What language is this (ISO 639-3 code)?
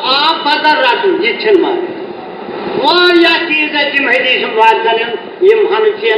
kas